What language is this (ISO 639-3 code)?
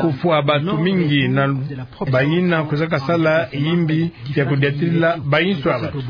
ktu